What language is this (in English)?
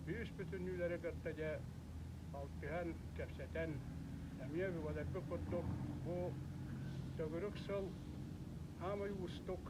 Yakut